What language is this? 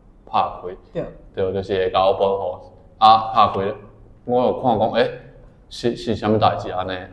Min Nan Chinese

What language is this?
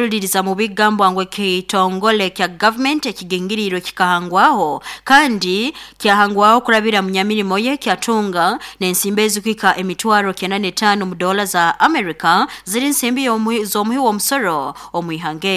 Nyoro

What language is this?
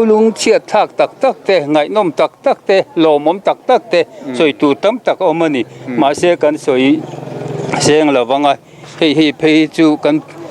Mizo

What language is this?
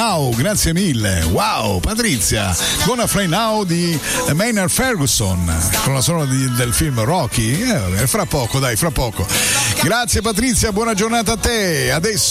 Italian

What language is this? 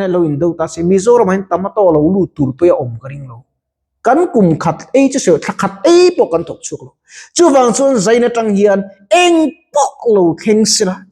Mizo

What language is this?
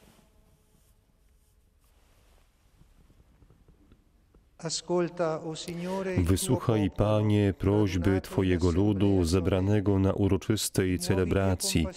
Polish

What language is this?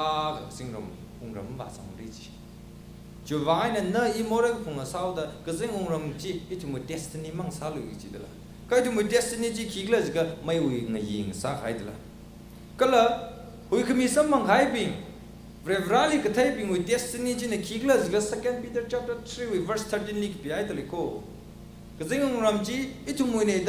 Tangkhul Naga (India)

